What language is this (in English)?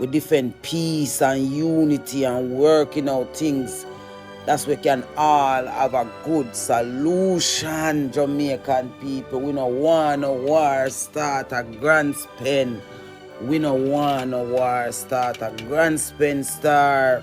Jamaican Creole English